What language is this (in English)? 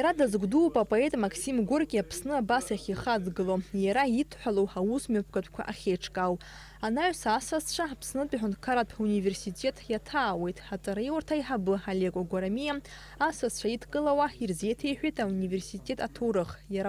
Abkhazian